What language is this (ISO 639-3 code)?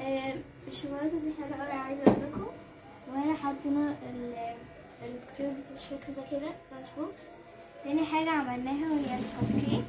arz